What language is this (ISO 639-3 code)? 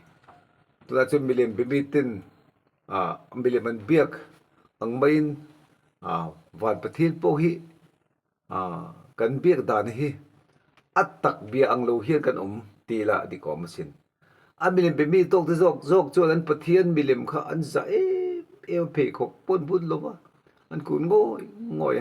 lus